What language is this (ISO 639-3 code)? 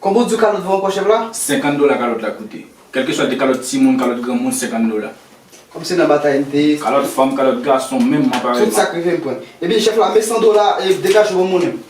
hat